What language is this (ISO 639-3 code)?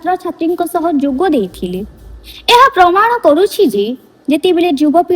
ori